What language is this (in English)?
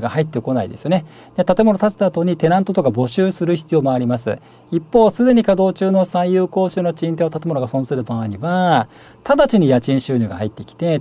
Japanese